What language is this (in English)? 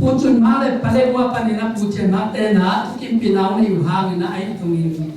Tedim Chin